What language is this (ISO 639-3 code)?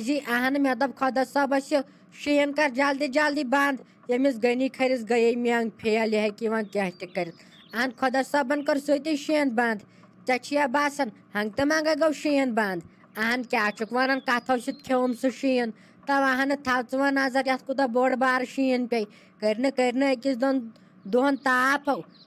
kas